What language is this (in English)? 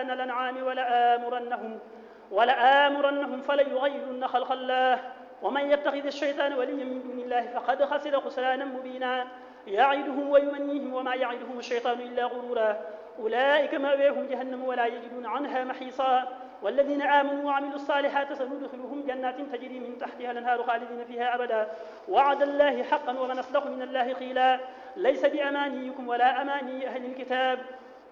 Arabic